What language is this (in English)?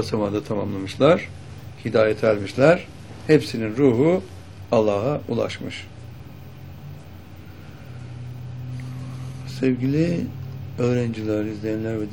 Turkish